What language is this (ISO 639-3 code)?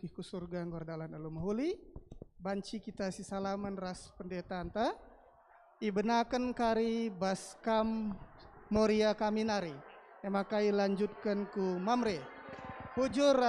btx